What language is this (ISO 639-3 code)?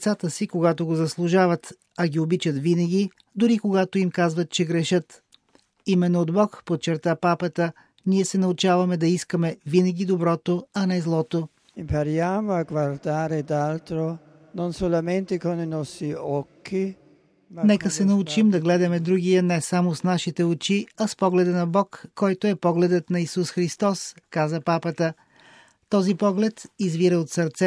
bul